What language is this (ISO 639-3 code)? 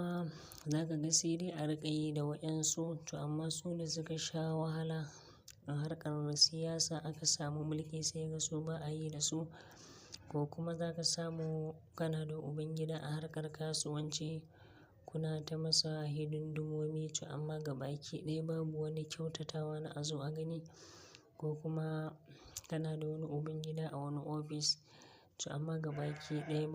hau